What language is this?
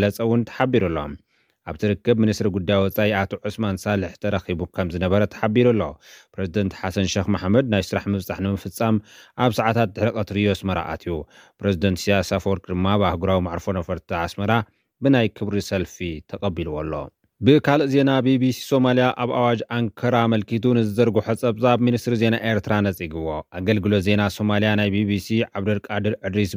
Tigrinya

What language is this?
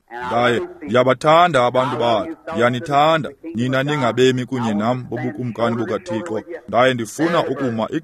Xhosa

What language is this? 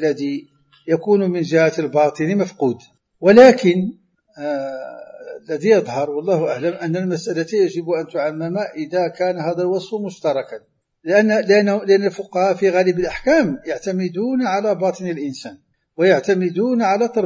Arabic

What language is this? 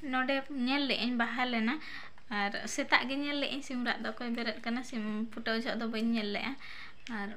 Santali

